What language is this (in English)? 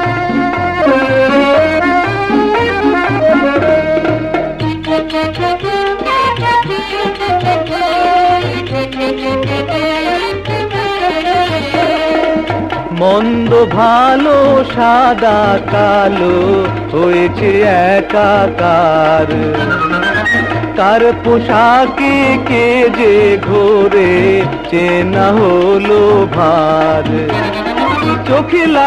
Bangla